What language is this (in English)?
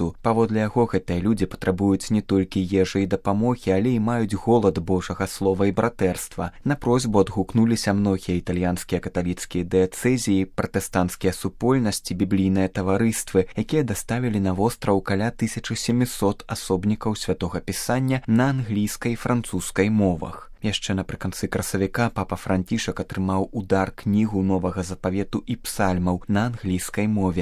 Belarusian